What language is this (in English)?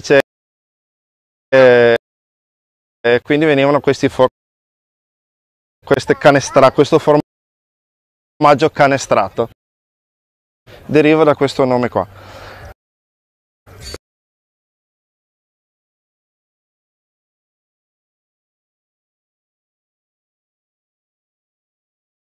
Italian